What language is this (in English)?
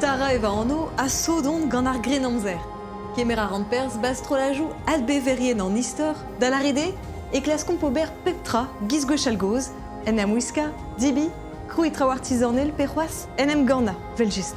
Breton